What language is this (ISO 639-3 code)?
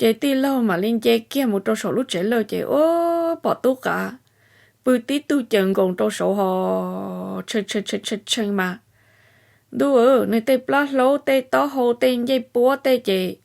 hmn